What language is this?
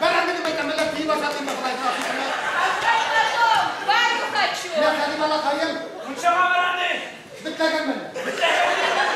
Bashkir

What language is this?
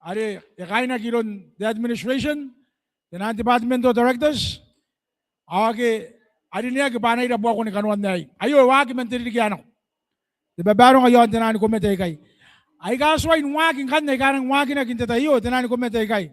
Gilbertese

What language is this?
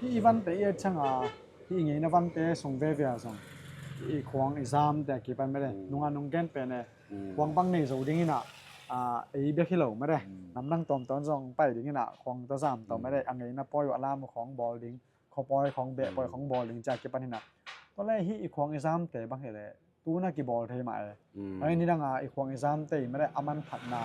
Tedim Chin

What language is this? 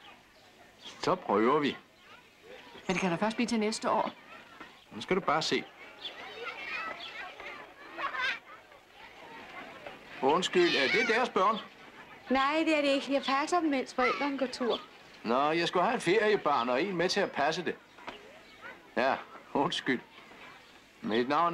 Danish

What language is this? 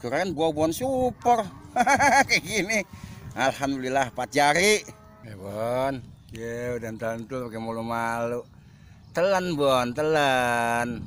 Betawi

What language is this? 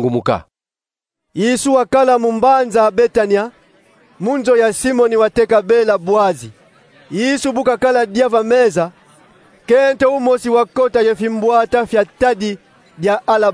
Kongo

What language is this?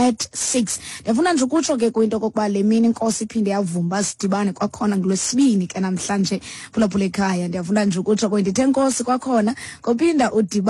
Xhosa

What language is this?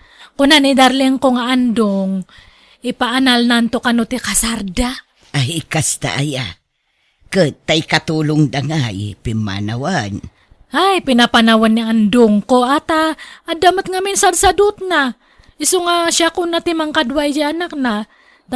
Iloko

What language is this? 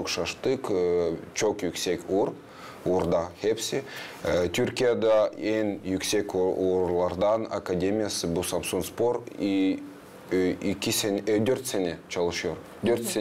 Gagauz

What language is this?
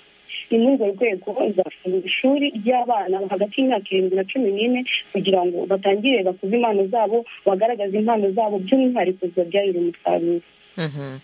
Kinyarwanda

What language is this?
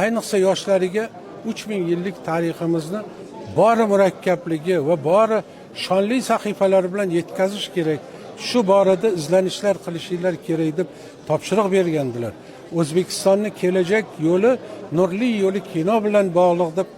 Uzbek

